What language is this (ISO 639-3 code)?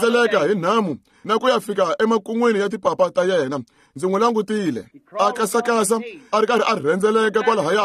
tso